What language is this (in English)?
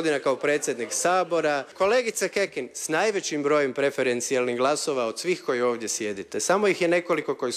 Croatian